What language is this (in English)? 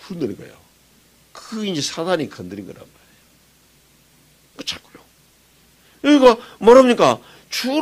Korean